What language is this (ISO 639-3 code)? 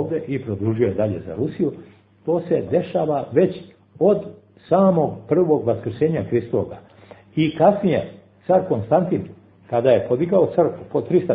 srp